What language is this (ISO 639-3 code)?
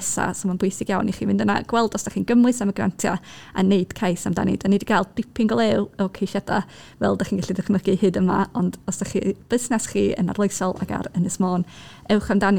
cym